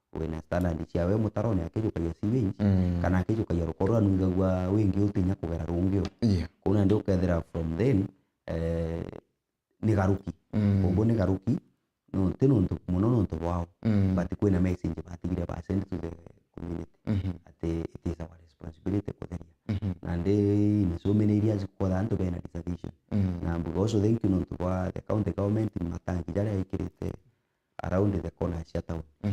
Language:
Meru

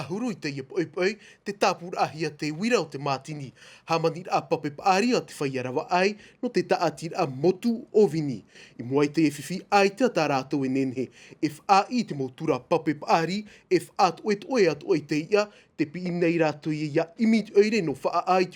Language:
Tahitian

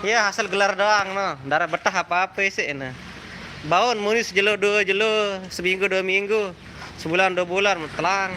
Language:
Sasak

